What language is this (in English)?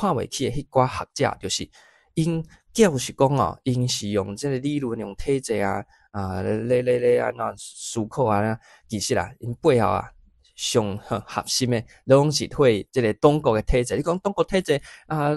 Min Nan Chinese